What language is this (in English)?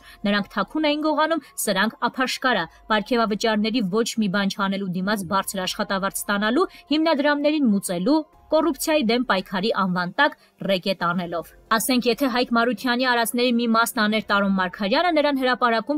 Armenian